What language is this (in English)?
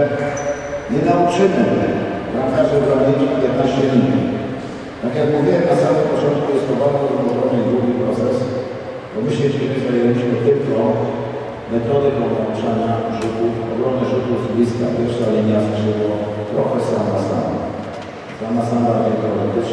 Polish